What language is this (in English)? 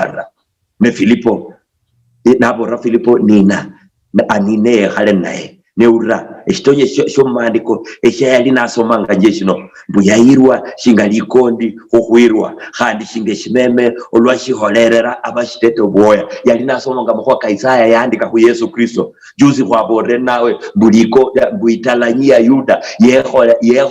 Luyia